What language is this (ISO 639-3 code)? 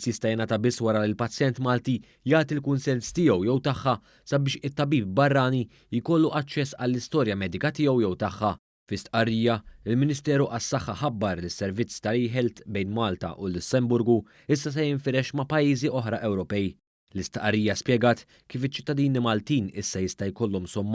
mlt